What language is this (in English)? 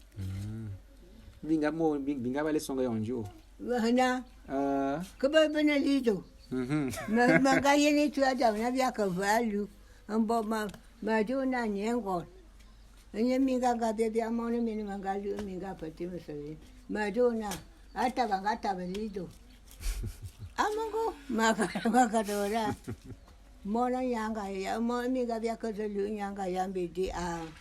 Bulu